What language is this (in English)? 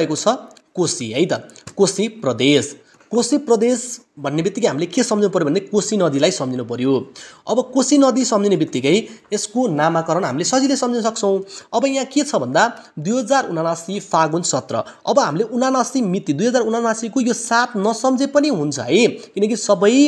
Nepali